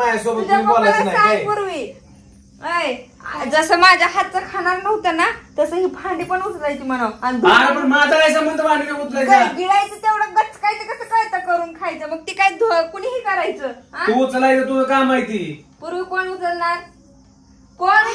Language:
Marathi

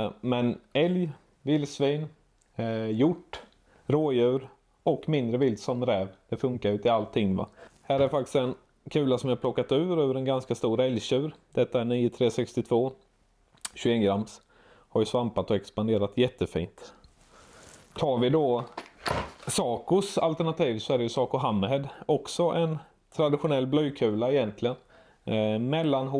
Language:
Swedish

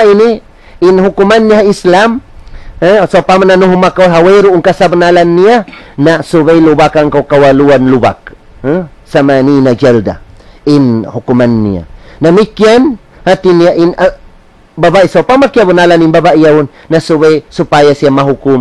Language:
Tausug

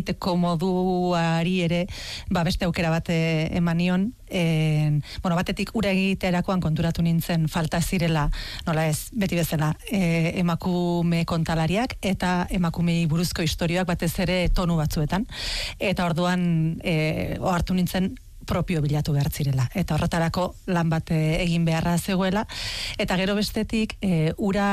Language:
Basque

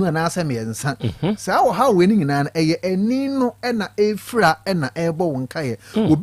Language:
Akan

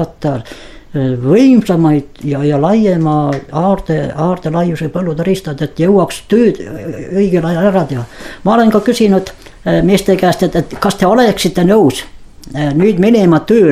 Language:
Estonian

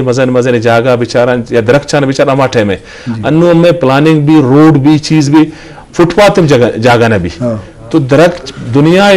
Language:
Eastern Balochi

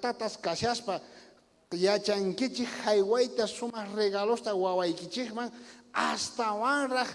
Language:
South Bolivian Quechua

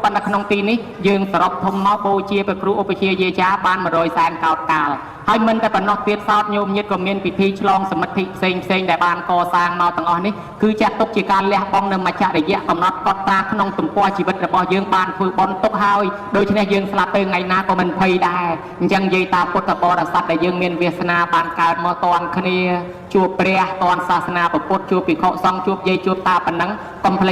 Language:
Khmer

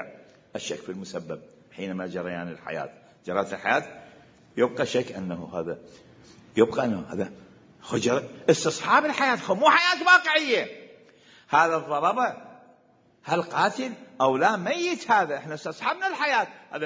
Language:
Mesopotamian Arabic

